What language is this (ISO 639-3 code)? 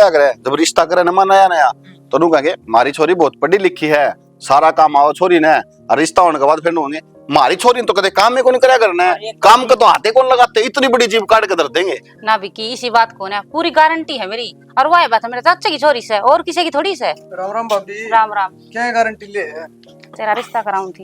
bgc